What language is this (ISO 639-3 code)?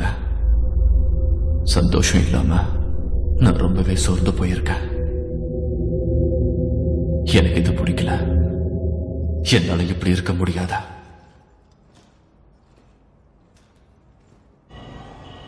tam